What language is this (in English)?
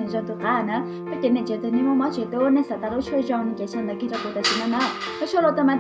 Hmong